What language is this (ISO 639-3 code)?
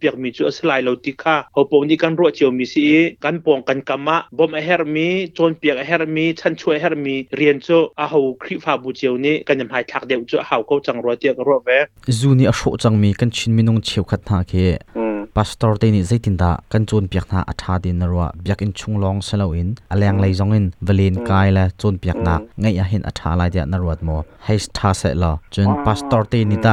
cnh